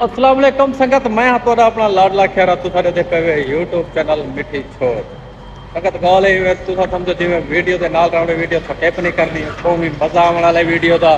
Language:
Saraiki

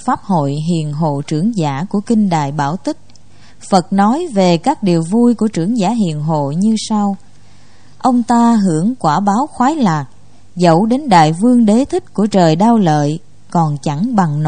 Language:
Vietnamese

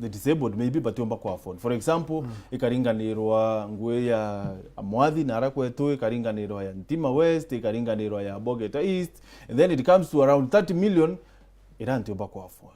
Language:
Meru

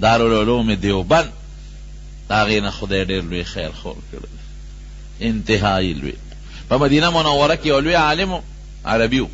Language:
Pashto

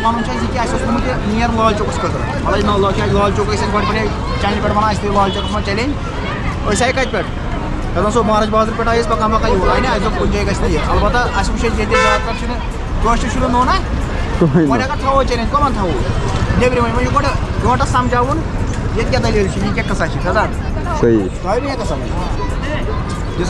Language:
Kashmiri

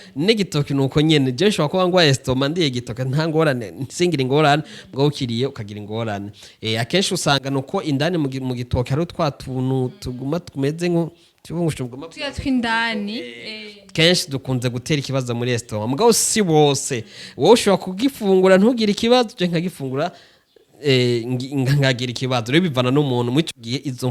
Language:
Rundi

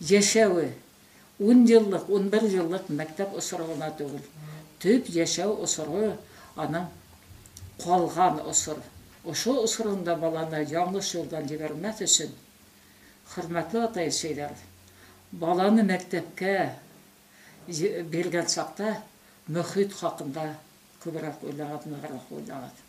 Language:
Bashkir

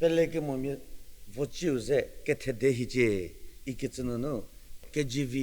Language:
Angami Naga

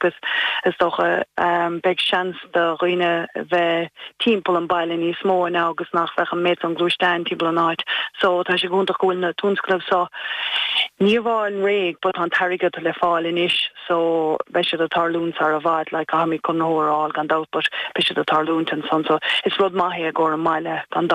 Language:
Irish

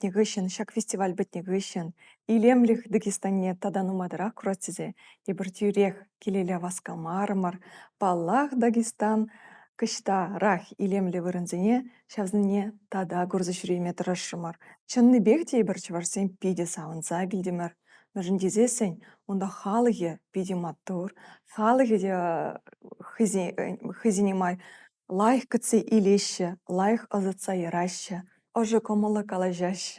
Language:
Chuvash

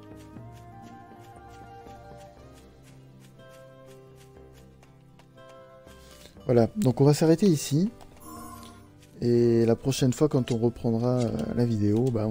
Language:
French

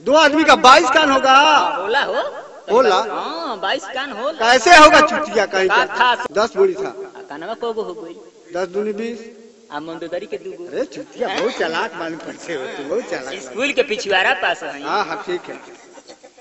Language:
Bhojpuri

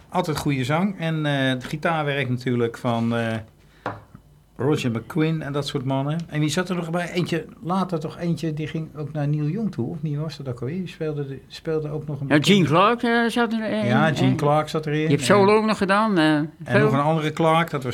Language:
Dutch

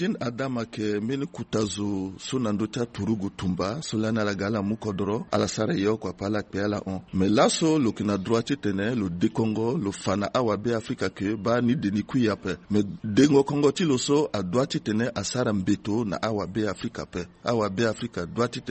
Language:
Sango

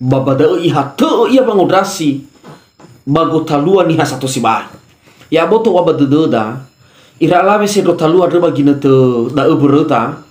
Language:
Nias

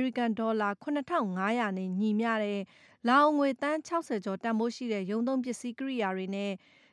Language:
Burmese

